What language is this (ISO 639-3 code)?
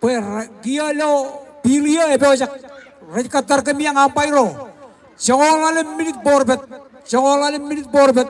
mah